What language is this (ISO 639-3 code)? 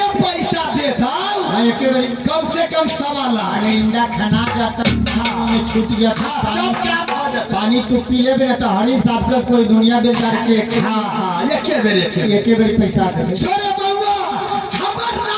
mai